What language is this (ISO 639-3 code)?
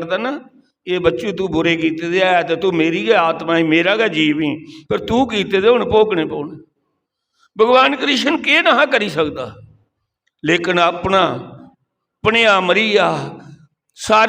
doi